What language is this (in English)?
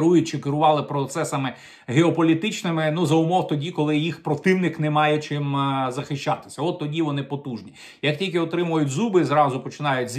Ukrainian